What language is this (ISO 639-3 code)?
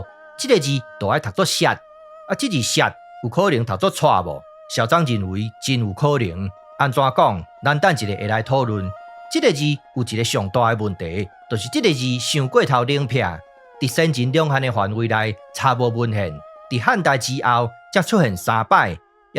nan